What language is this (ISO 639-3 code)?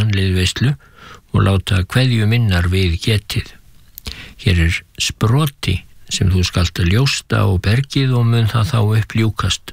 isl